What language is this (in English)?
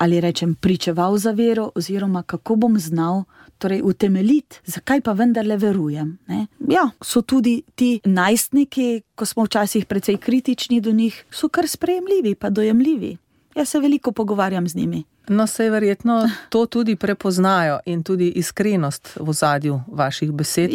Slovenian